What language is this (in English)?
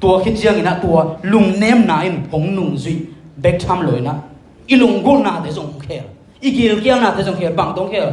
Tedim Chin